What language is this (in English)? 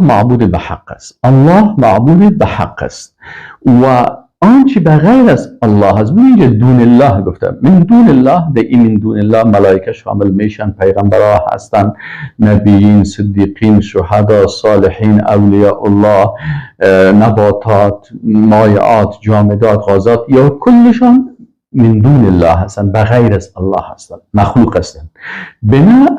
Persian